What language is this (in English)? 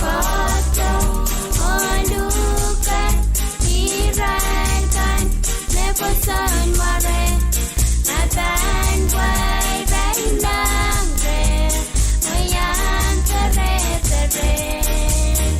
Pohnpeian